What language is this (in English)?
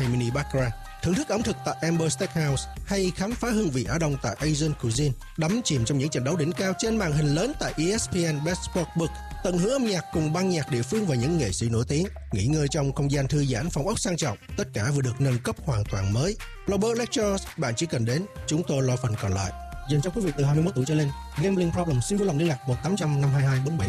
Vietnamese